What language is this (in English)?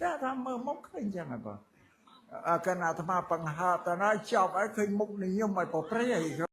Khmer